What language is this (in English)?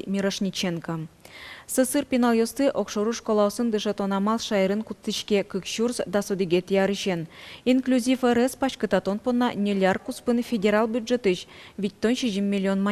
Udmurt